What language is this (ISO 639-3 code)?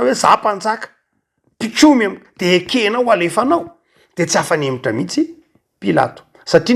mlg